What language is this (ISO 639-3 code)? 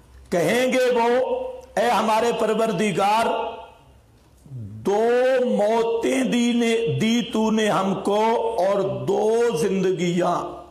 urd